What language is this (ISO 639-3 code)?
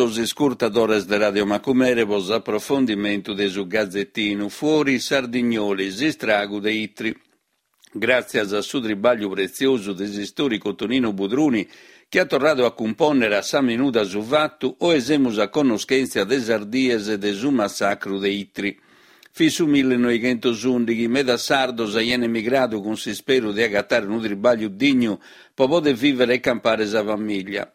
srd